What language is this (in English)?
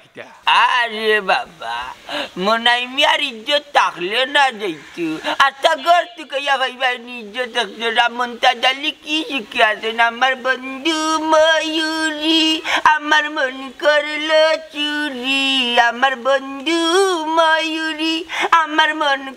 Sylheti